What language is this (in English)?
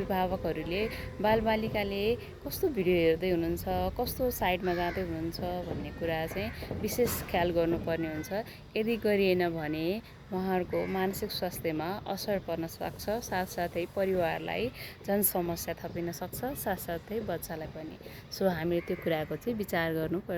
Nepali